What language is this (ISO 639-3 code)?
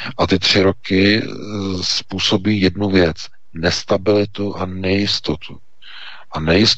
ces